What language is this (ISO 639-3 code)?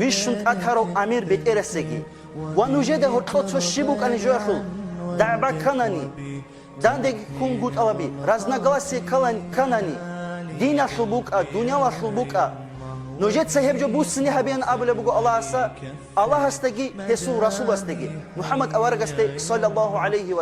ava